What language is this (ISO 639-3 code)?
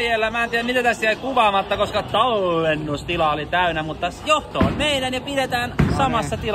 fin